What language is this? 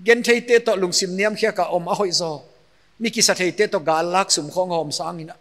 Paite Chin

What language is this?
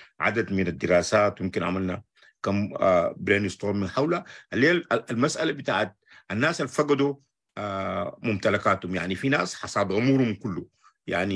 Sudanese Arabic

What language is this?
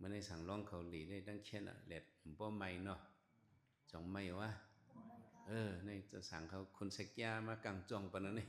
Shan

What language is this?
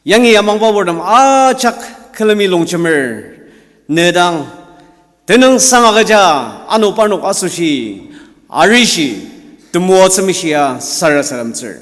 Ao Naga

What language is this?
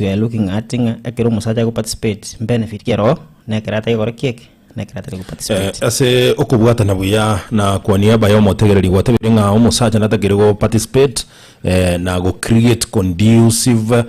Gusii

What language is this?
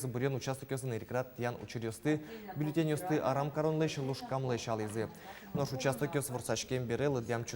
Udmurt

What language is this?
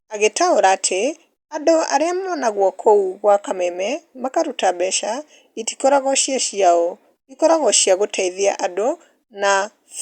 Kikuyu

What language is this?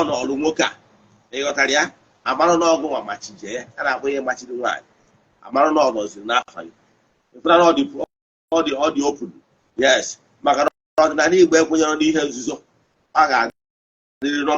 Igbo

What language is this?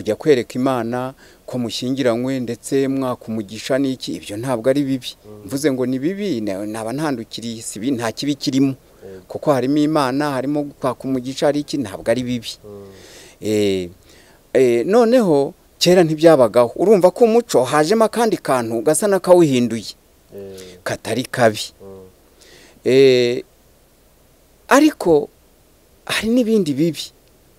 Kinyarwanda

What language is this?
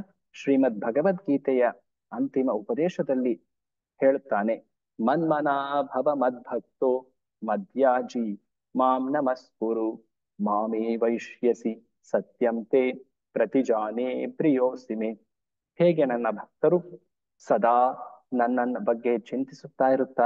Kannada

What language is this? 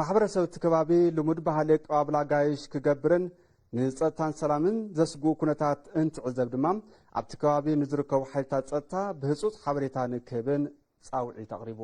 Tigrinya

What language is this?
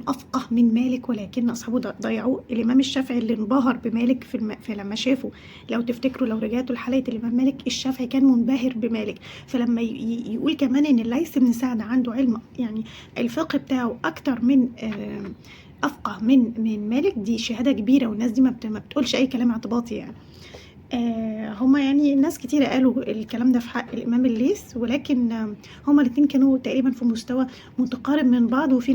Egyptian Arabic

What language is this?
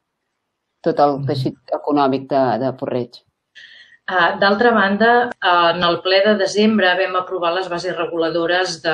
Catalan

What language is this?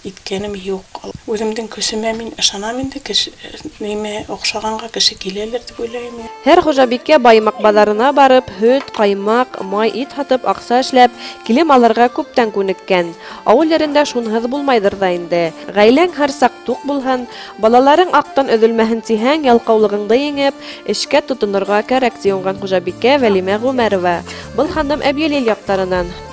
Bashkir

